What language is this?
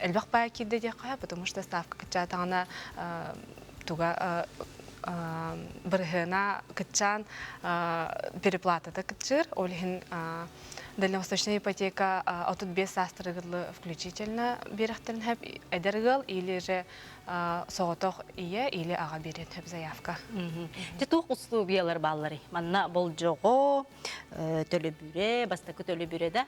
Yakut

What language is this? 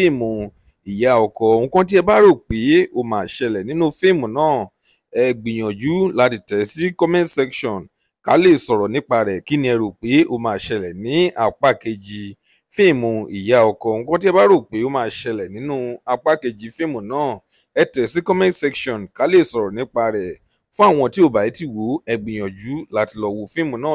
Yoruba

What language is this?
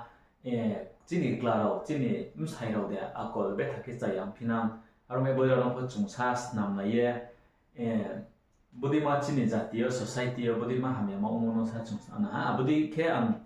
Riang (India)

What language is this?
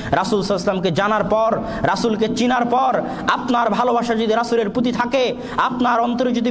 Bangla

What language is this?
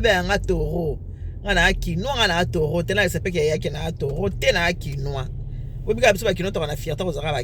Lingala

